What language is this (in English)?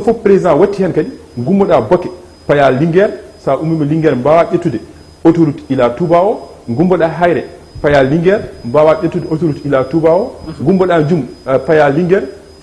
Fula